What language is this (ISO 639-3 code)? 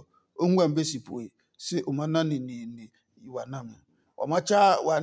ada